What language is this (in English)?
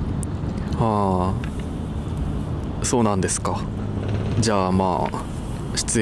Japanese